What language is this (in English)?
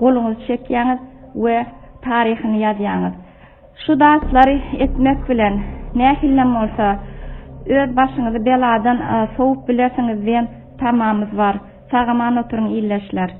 Turkmen